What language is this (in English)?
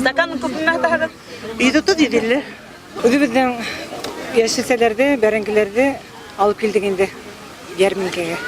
Bashkir